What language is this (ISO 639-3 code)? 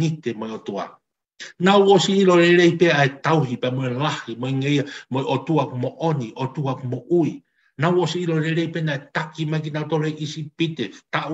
ton